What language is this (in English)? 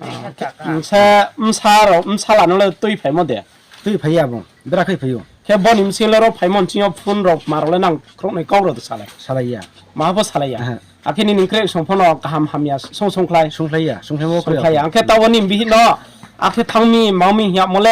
Riang (India)